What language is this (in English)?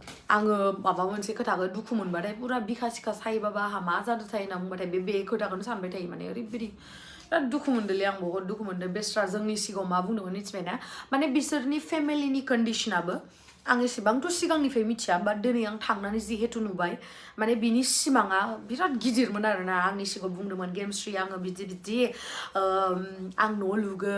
Bodo